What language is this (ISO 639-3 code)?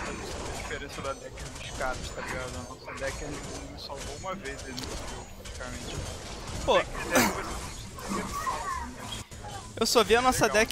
por